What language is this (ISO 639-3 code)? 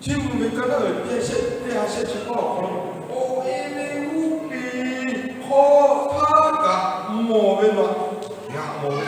lhu